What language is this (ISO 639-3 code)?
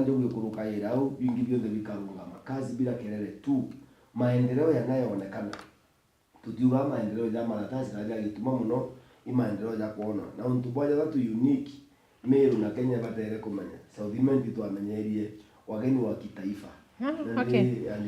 mer